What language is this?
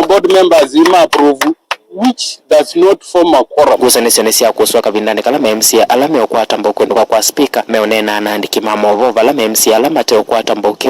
Kamba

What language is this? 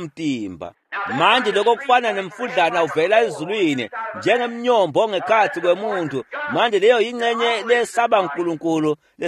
Swati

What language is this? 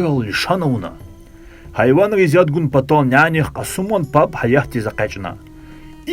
Lezghian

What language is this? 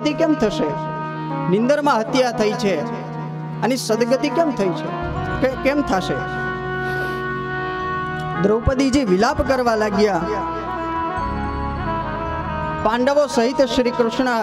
Gujarati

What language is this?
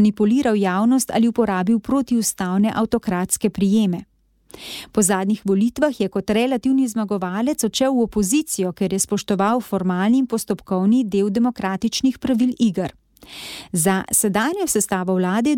Slovenian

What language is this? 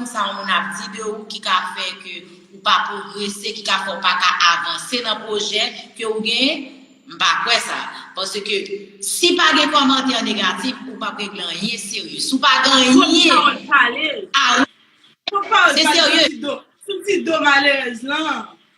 Haitian Creole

